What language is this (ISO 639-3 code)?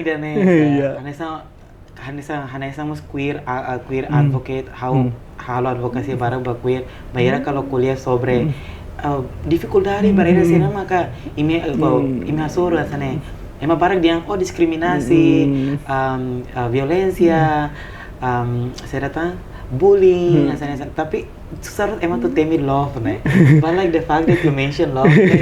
tet